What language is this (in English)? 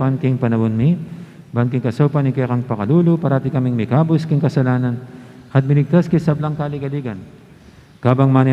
Pampanga